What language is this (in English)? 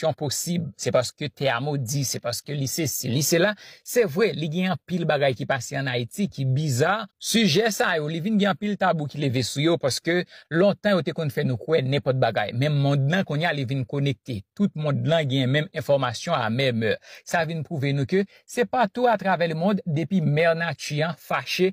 Haitian Creole